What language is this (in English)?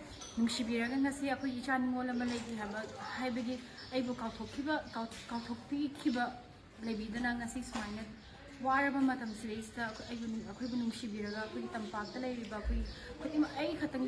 Manipuri